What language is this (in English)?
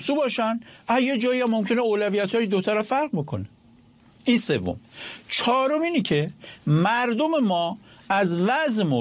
Persian